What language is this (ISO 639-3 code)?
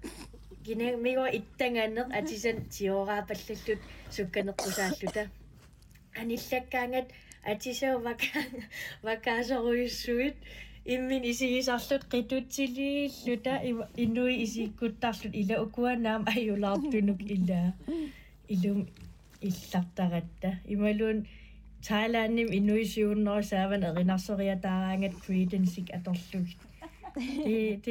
kal